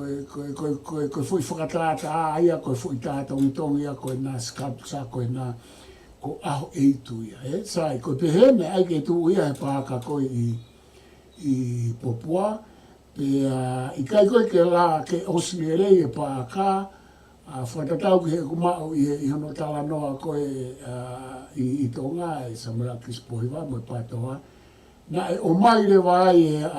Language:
Tongan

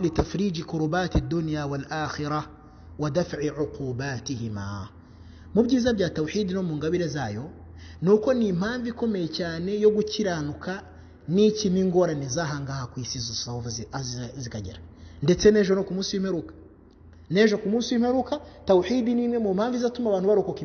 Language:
Kinyarwanda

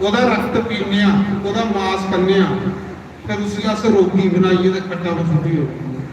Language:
Dogri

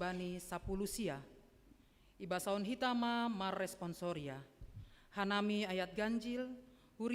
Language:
Batak Simalungun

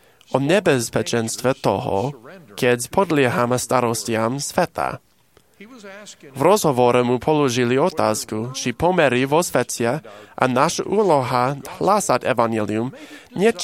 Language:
Slovak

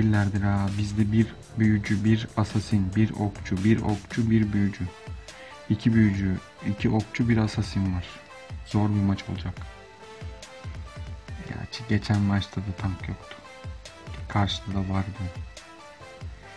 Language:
Turkish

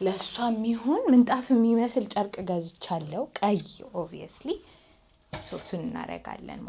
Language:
Amharic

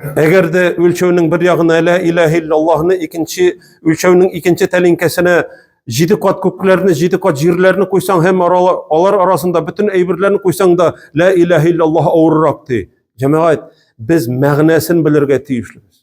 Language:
Tatar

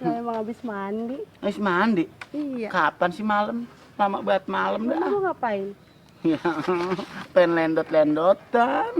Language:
Betawi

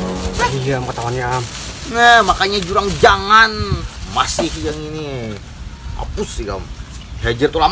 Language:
Banjar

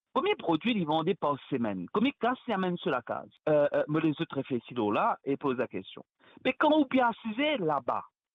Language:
Morisyen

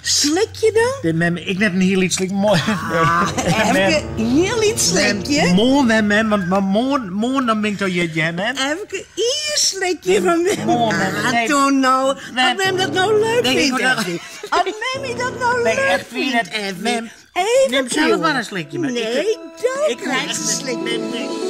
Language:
Western Frisian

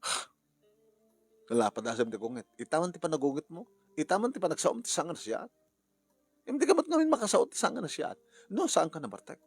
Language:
Iloko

